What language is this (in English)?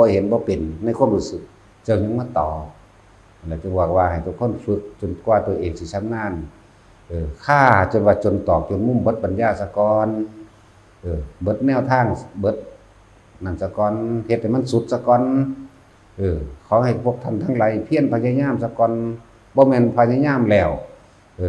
Lao